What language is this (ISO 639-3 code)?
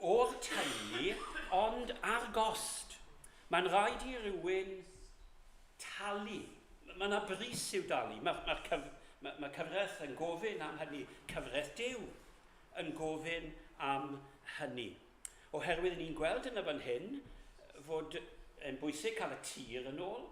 cym